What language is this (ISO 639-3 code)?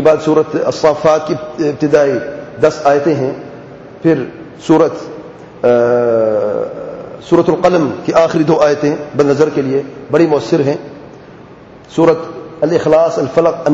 urd